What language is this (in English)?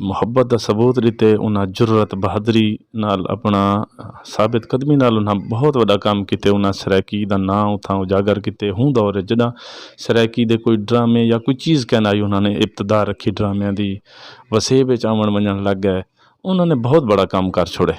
Saraiki